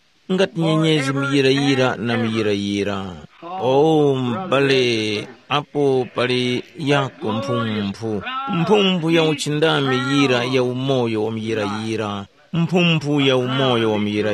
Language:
Tumbuka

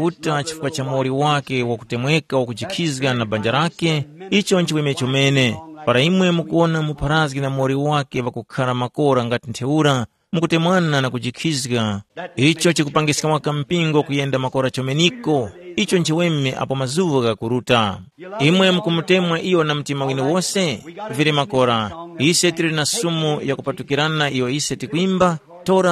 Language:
Tumbuka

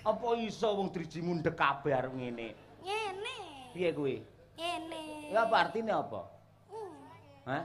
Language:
Javanese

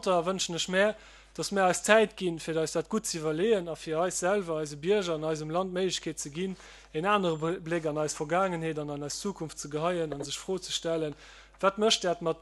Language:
Luxembourgish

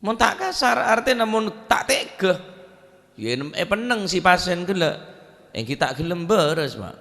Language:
Madurese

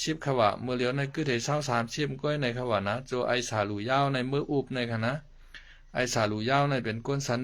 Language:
Shan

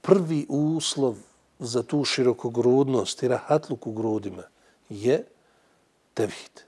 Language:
Bosnian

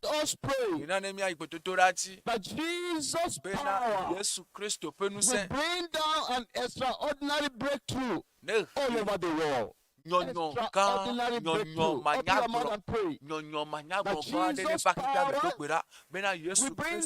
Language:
Ewe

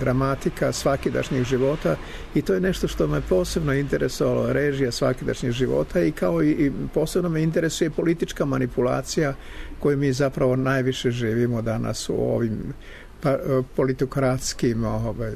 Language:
Serbian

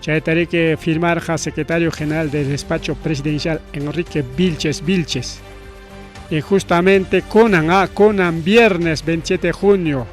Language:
Ayacucho Quechua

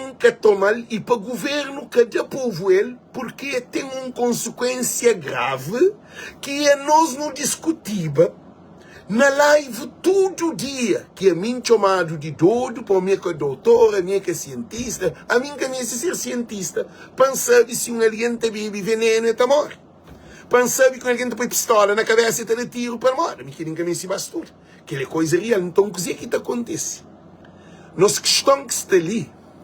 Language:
Kabuverdianu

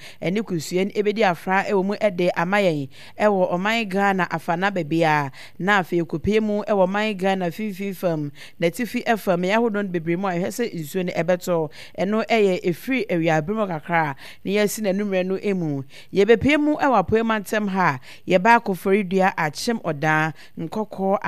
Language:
Akan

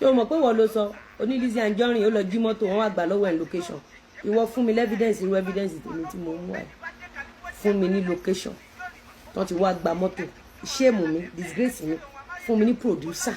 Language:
Yoruba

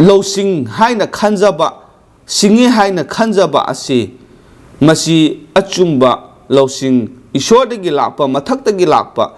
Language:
Manipuri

